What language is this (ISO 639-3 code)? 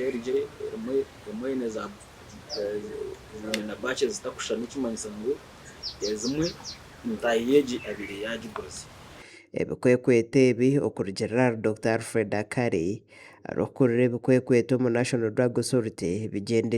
nyn